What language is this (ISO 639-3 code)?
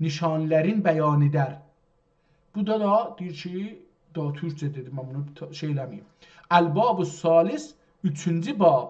azb